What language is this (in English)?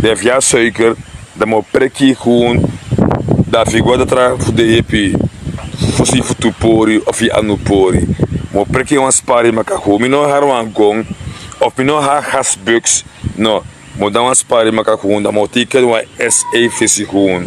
Sranan Tongo